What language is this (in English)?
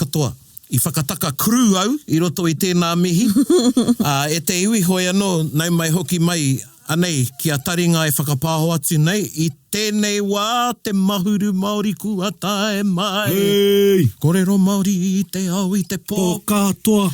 Māori